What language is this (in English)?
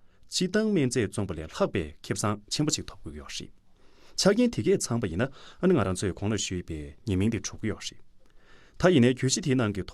Tibetan